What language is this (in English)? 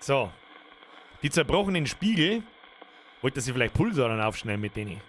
Bavarian